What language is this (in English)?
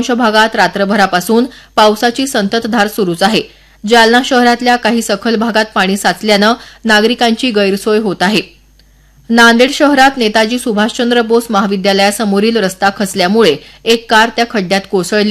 Marathi